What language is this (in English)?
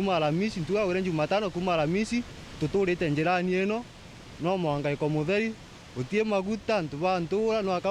Meru